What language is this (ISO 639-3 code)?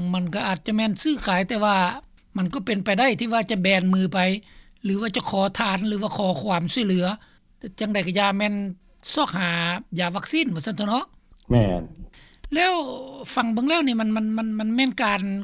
lao